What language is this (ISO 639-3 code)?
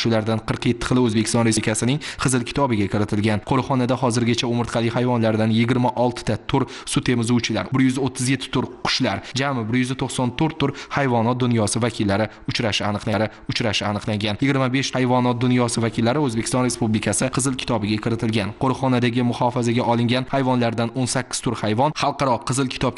uzb